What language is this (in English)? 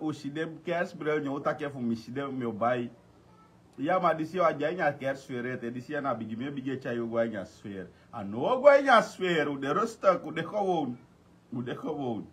Sranan Tongo